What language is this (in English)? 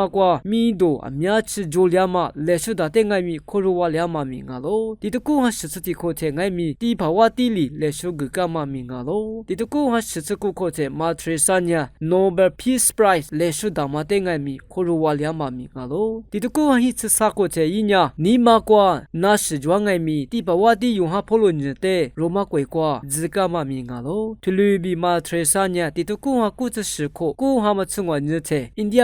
Lisu